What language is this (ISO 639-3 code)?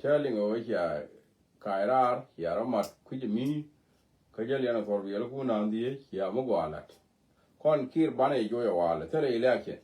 nus